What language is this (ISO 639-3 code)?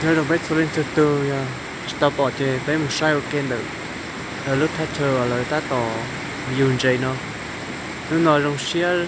hmn